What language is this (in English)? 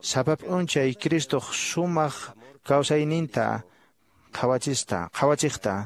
Quechua